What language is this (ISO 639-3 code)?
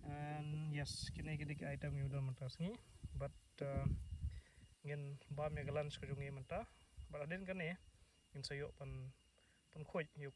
kha